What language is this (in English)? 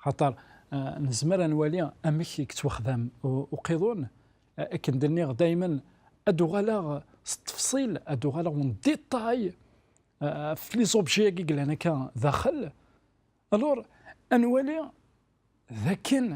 Kabyle